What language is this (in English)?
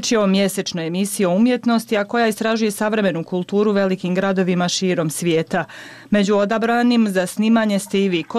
Bosnian